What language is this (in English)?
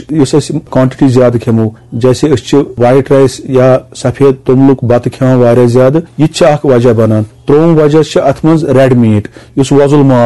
Kashmiri